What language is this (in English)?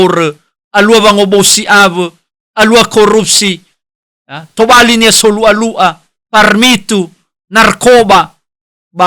Nias